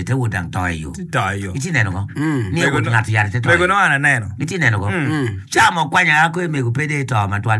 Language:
Acoli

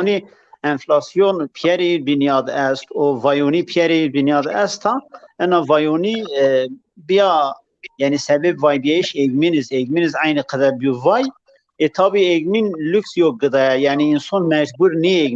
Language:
Zaza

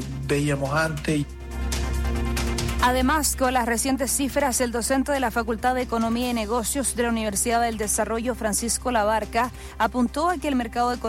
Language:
Spanish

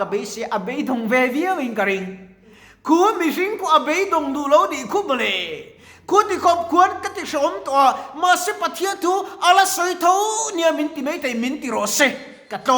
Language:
Mizo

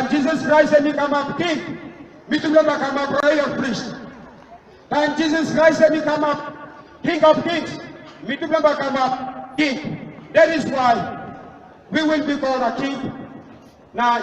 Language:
Tok Pisin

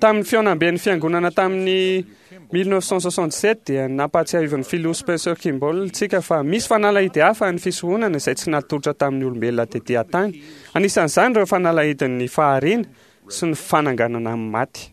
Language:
Malagasy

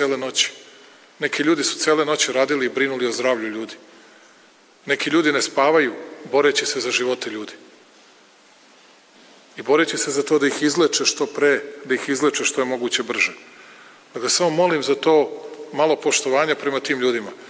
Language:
Serbian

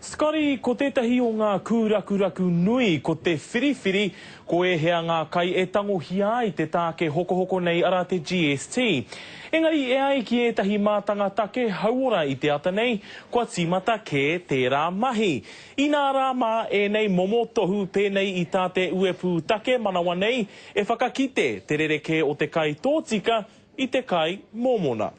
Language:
Māori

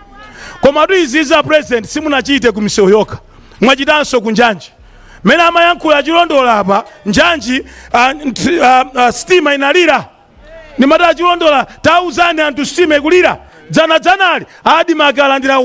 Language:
Nyanja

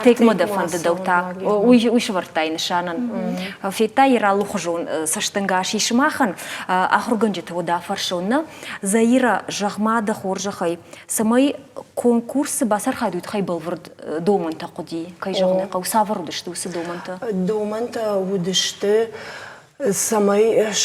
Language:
Ossetic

